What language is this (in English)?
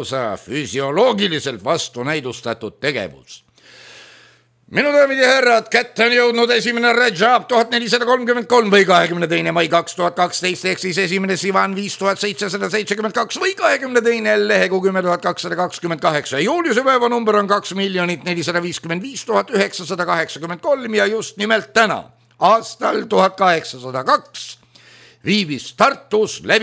Estonian